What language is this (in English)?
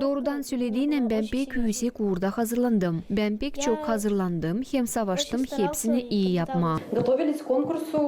Gagauz